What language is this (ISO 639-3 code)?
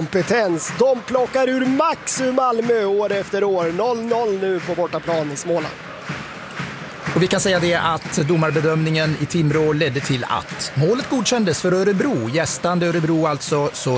swe